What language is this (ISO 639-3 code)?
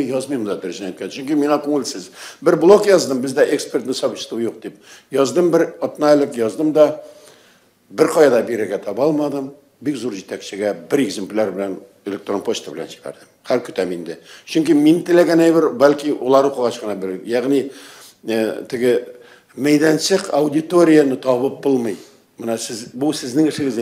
tat